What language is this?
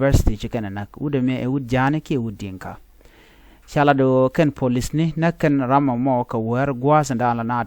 Nuer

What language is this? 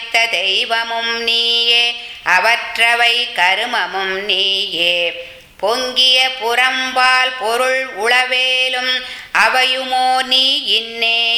Tamil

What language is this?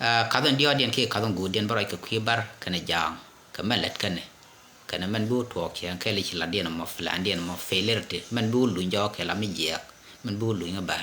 Nuer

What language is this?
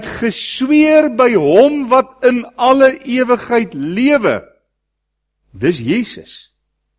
Afrikaans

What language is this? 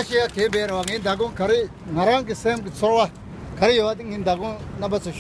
Tibetan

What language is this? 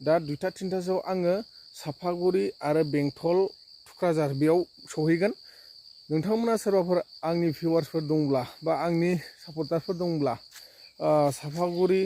Bodo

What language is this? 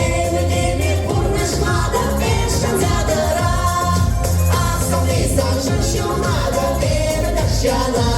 Chuvash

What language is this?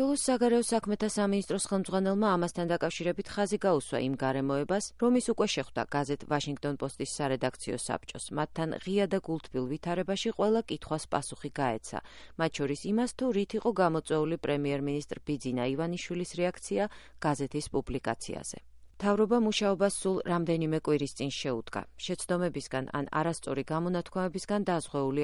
Georgian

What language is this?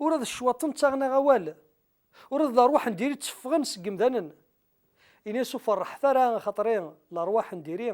Kabyle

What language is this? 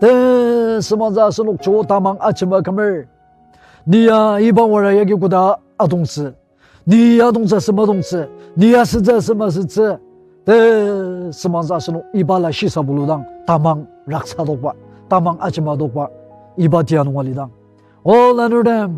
Ao Naga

